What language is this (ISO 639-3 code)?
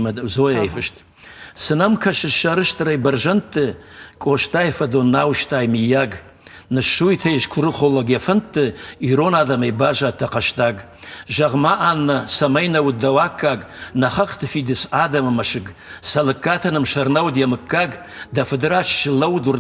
oss